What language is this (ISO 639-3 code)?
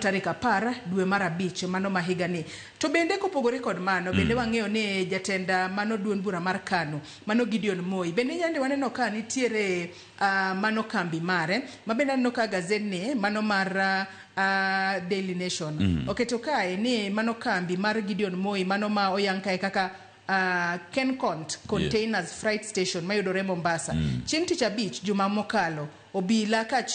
luo